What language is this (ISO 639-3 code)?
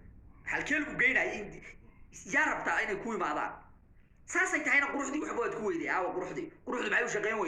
som